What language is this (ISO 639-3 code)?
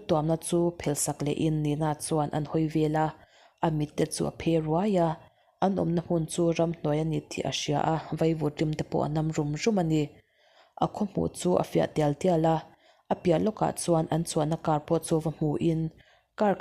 lus